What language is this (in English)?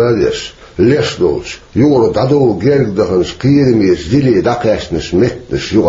Chechen